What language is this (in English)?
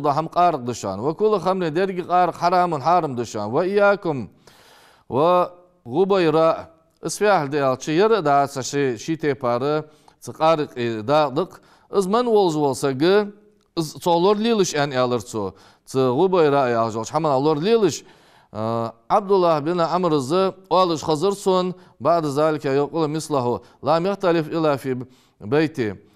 Ingush